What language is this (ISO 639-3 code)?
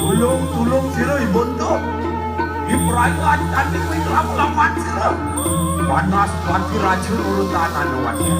ban